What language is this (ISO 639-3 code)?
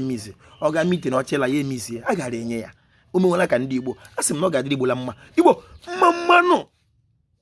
ibo